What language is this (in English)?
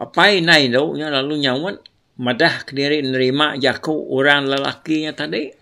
Iban